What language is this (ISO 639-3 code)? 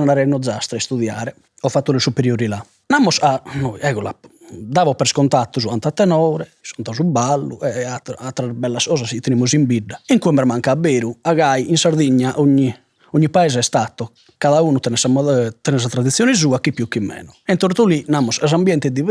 srd